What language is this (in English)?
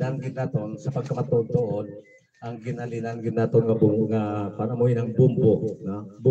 Hiligaynon